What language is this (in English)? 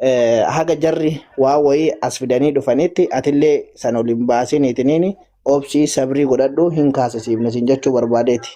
Oromo